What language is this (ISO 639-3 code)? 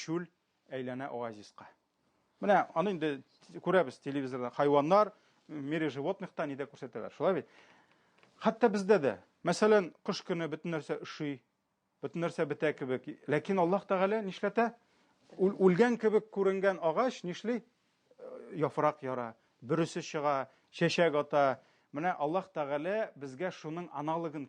tat